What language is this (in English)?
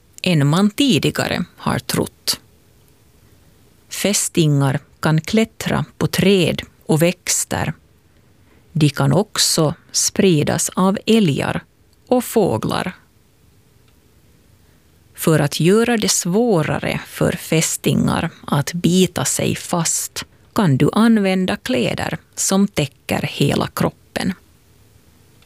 Swedish